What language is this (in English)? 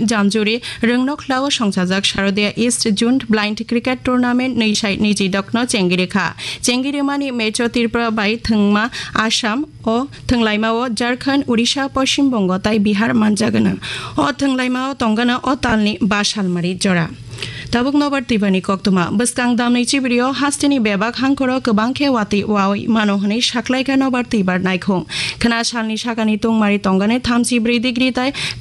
Kok Borok